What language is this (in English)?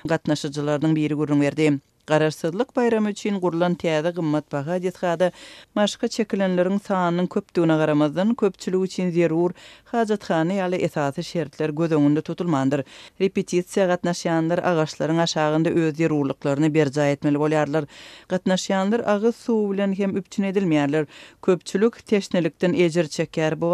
Turkmen